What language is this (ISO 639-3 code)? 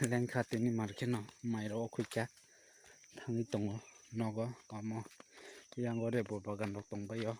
trp